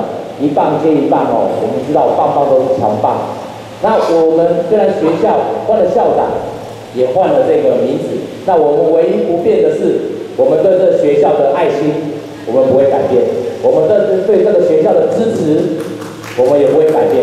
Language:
Chinese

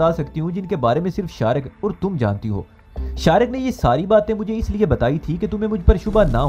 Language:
Urdu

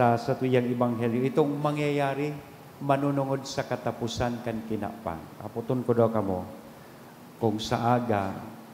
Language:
Bikol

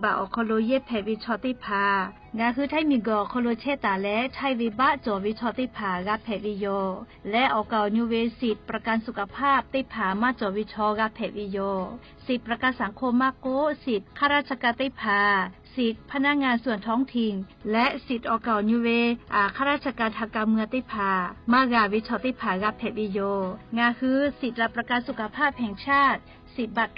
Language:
Lahu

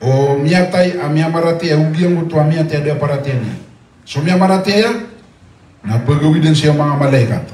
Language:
Maranao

